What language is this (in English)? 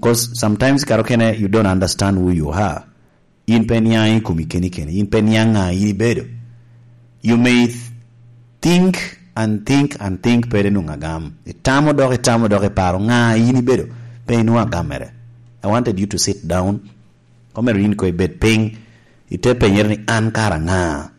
Lango (Uganda)